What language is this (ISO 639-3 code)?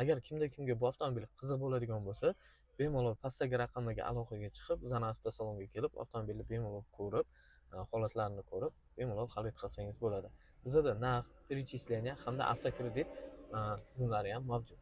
uzb